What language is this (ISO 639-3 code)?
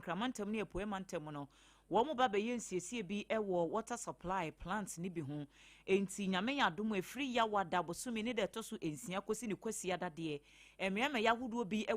aka